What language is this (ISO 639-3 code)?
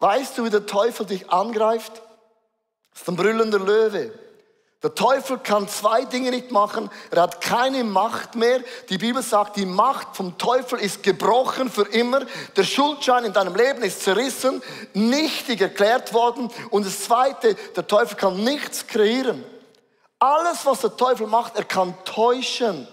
gsw